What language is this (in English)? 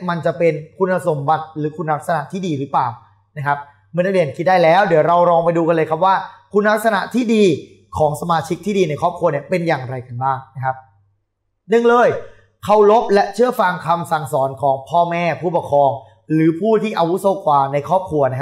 Thai